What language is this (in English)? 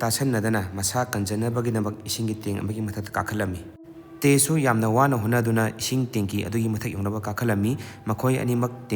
Manipuri